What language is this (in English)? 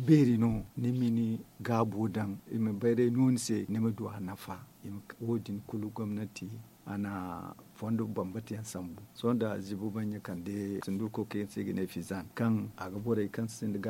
Zarma